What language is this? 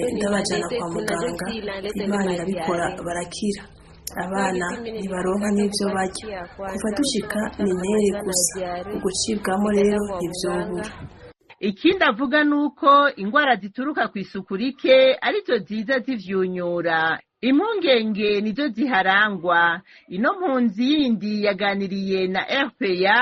Rundi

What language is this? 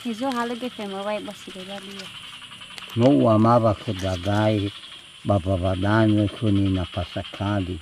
Nias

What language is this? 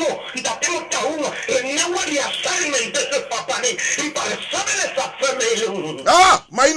Southern Sotho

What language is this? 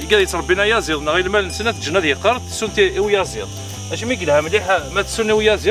Kabyle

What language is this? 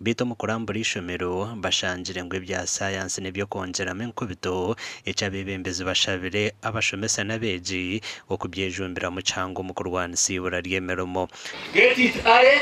Nyankole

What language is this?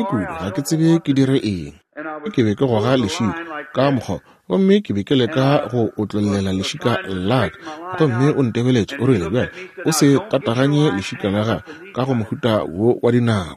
Northern Sotho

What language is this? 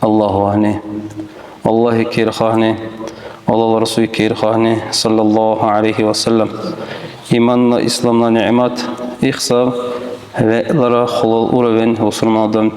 Dargwa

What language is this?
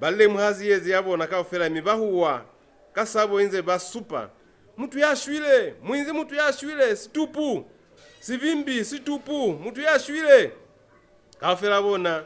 Lozi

